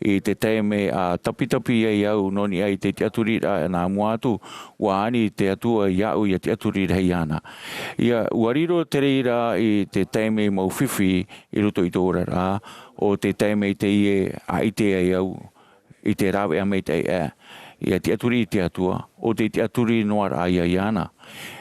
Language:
Tahitian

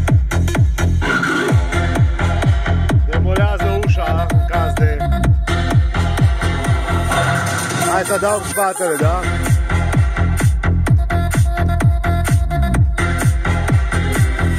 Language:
Romanian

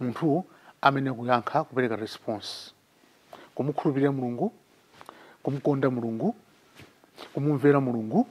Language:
Nyanja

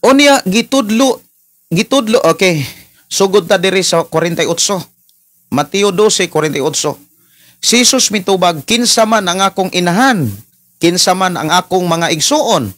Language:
Cebuano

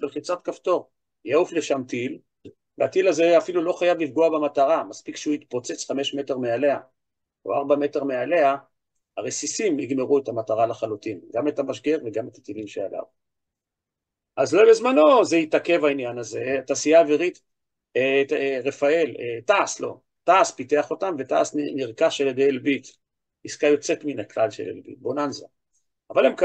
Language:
Hebrew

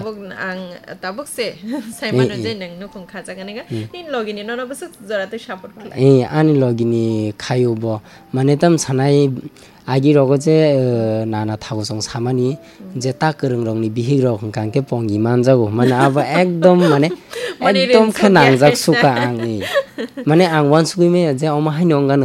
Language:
Kok Borok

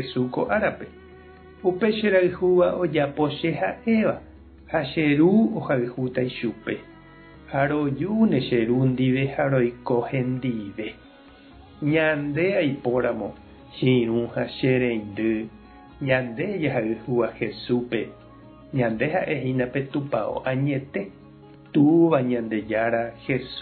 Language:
Guarani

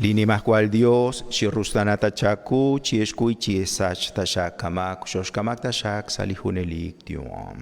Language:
Kekchí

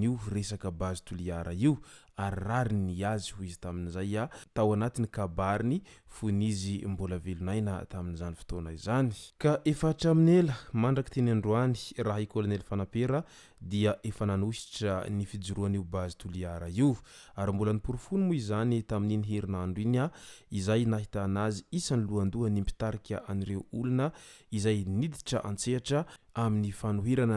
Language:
Malagasy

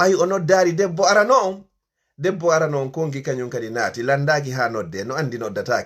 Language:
Fula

